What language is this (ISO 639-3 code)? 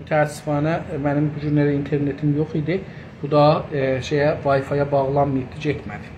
azb